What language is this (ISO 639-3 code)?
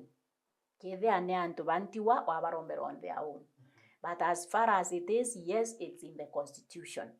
mer